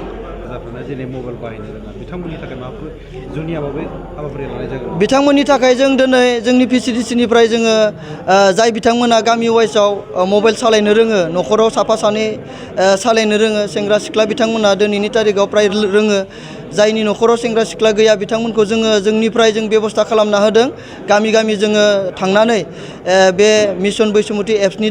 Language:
Bodo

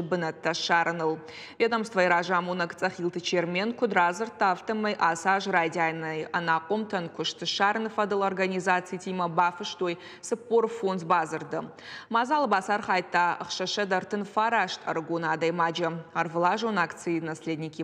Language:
Ossetic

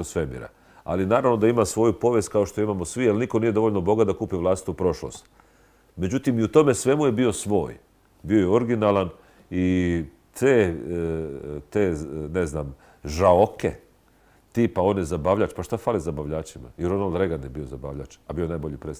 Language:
Serbian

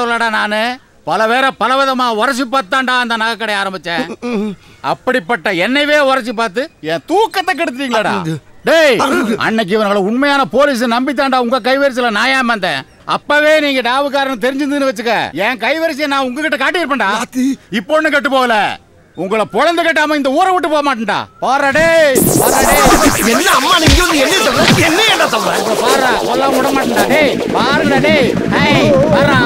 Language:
Tamil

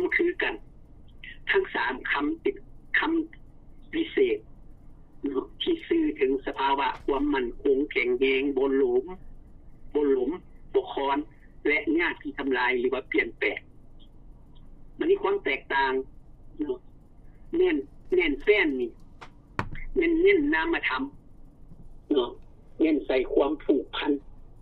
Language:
Lao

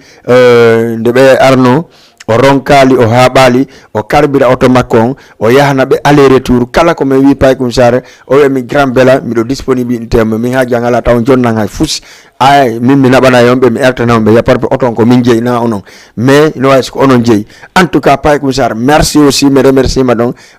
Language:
Fula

